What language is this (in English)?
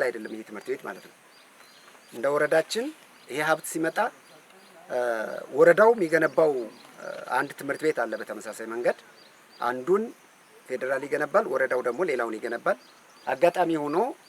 Amharic